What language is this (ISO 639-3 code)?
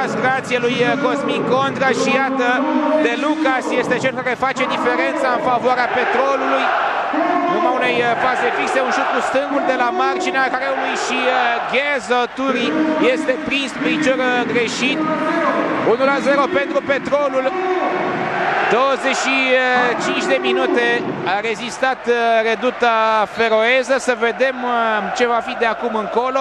ron